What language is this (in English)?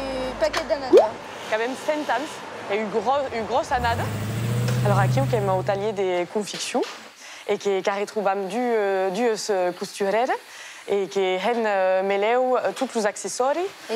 Occitan